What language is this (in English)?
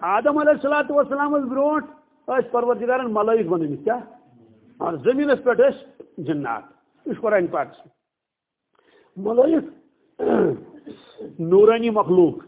Kashmiri